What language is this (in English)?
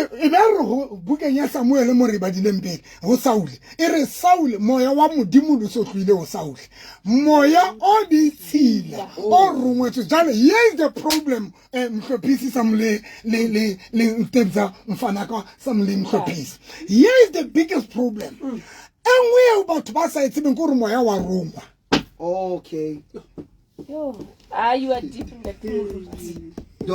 Southern Sotho